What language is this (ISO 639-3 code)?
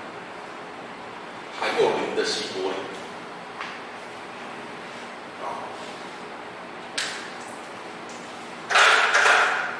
zho